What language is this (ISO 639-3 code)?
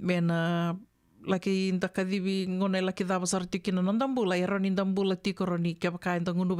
fij